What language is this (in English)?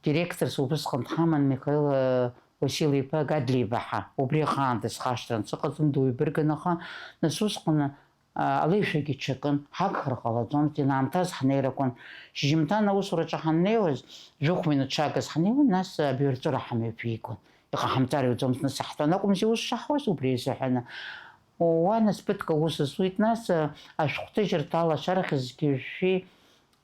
Abkhazian